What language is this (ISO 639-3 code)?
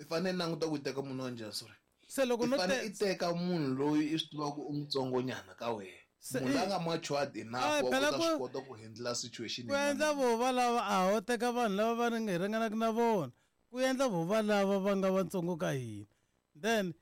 tso